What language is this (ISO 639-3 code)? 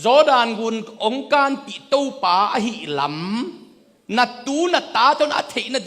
ctd